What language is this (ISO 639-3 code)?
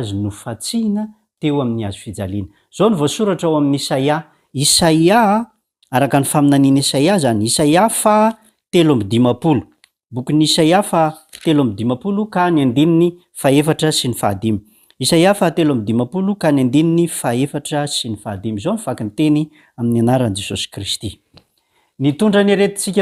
mlg